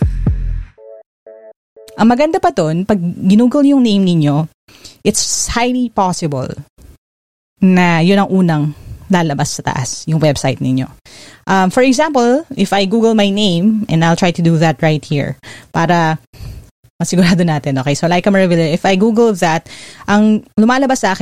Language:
Filipino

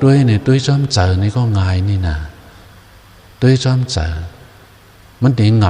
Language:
Shan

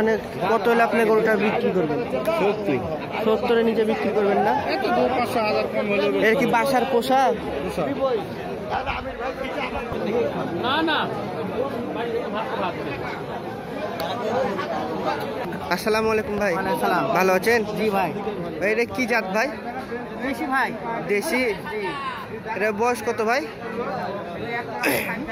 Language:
Bangla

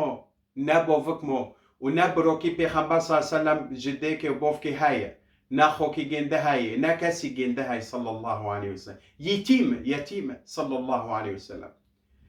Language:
Kurdish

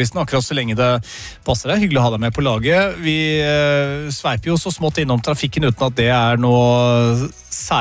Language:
Norwegian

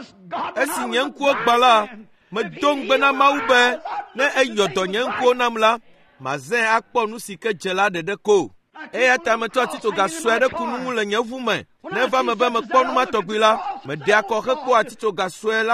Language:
Ewe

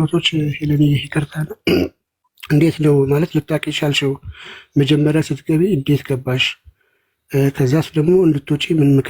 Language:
Amharic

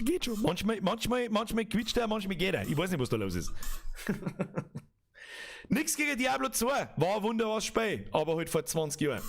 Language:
Bavarian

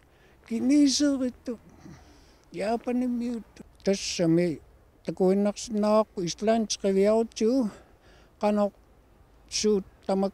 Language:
Kalaallisut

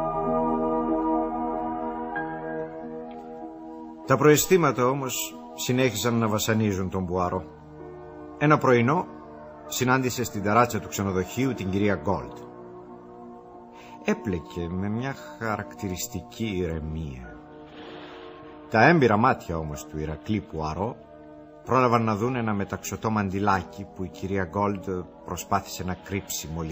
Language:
Greek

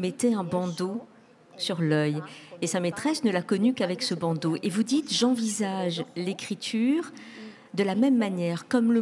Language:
French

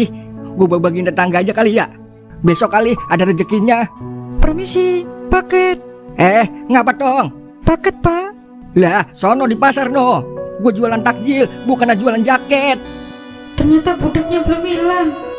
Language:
Betawi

